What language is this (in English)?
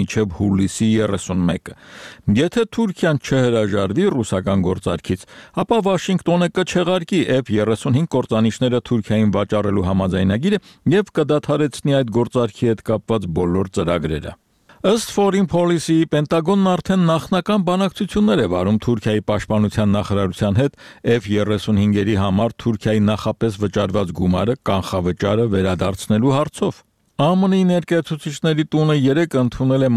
Armenian